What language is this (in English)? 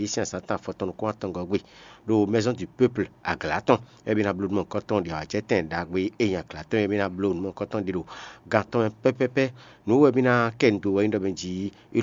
Fon